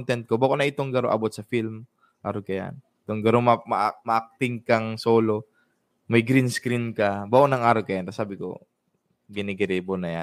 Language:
Bikol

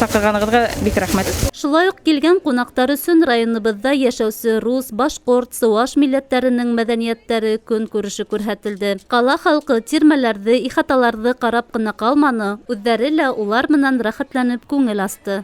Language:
Bashkir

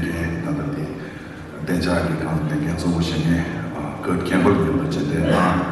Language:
Tibetan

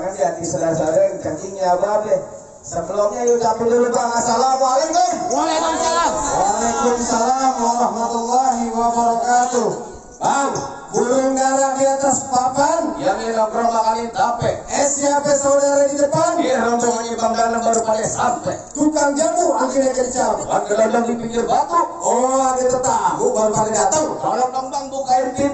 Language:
Betawi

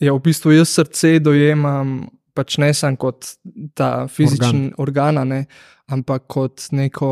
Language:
Slovenian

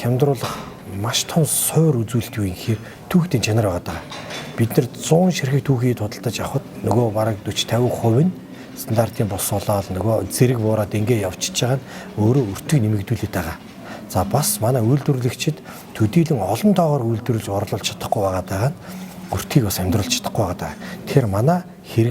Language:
Mongolian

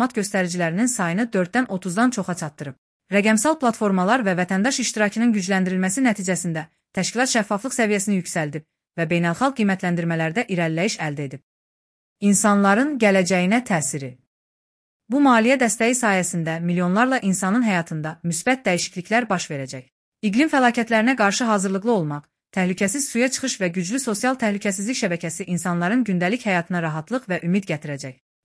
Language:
Azerbaijani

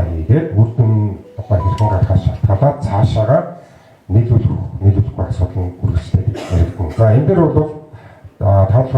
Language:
Mongolian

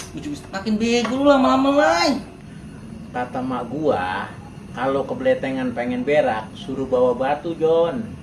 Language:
Betawi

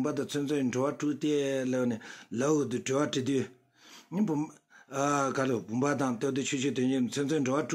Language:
Tibetan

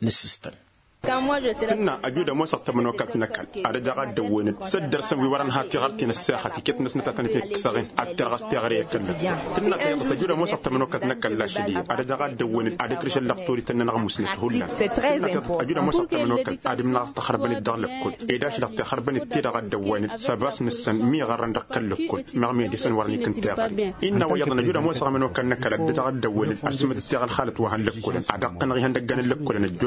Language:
Tamasheq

